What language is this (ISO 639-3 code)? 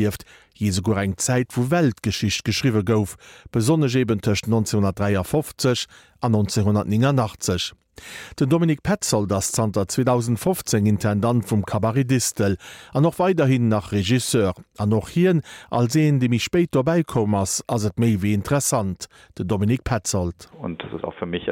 ltz